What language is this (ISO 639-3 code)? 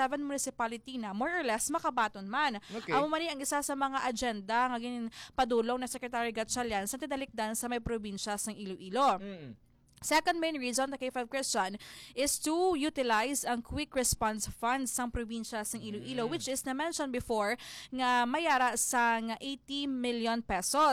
hil